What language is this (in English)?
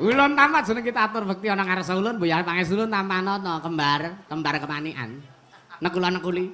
Javanese